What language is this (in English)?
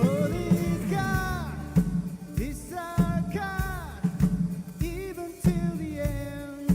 Tangkhul Naga (India)